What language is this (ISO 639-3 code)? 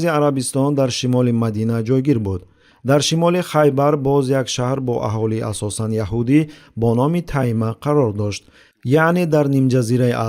tgk